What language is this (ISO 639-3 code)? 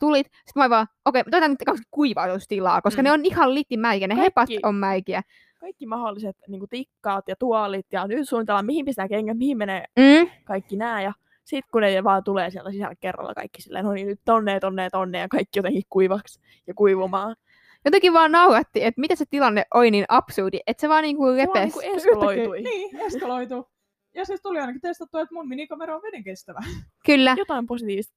fin